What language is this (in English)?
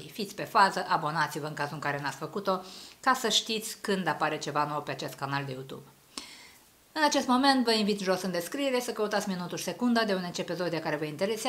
Romanian